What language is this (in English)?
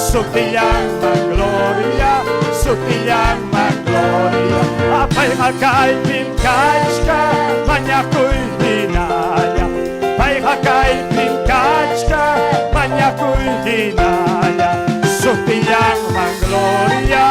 Ayacucho Quechua